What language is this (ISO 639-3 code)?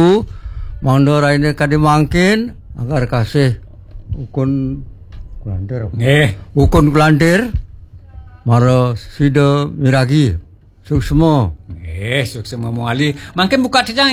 ban